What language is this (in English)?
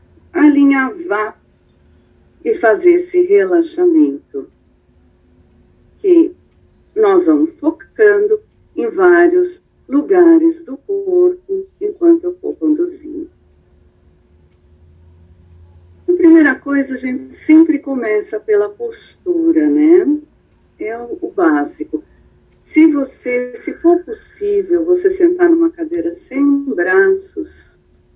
Portuguese